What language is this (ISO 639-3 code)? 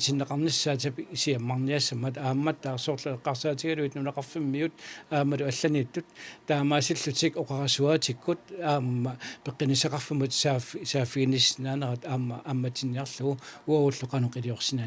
kal